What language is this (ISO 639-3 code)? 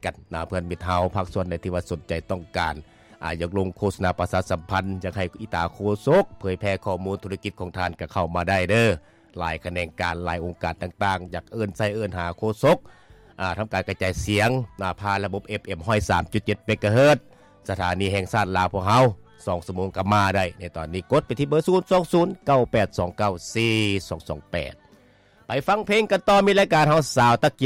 lao